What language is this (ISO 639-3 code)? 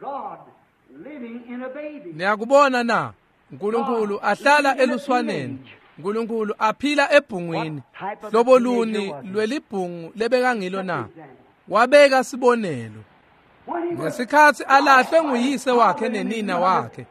ssw